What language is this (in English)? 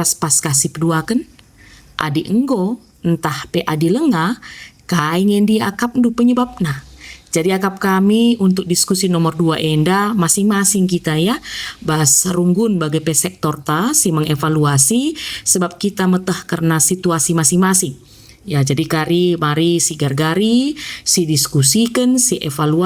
Batak Karo